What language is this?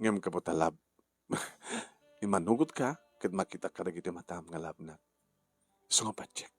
Iloko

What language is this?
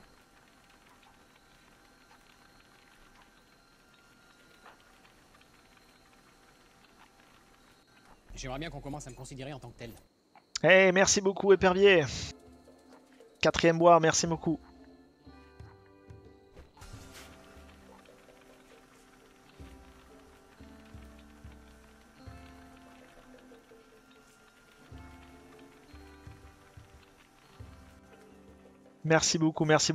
French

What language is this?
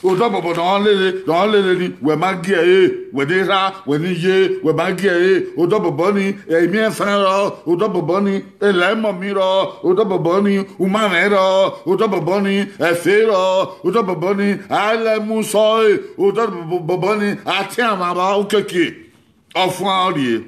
Bini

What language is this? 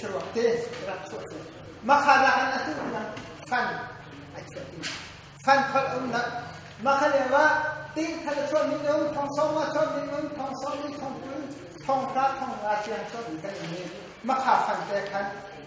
Hakha Chin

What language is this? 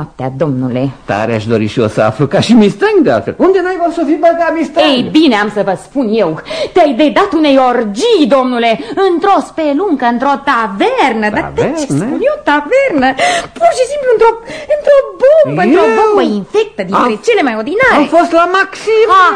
Romanian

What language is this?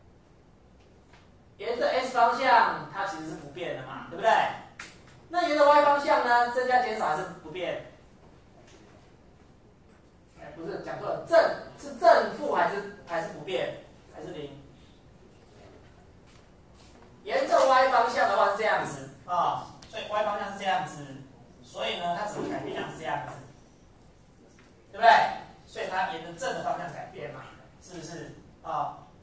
Chinese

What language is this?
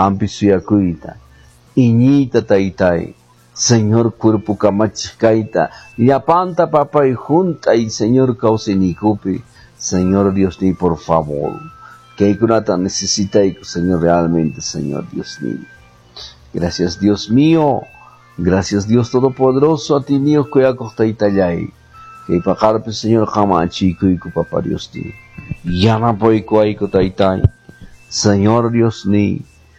Quechua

